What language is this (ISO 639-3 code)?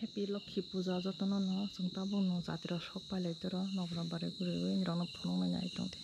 trp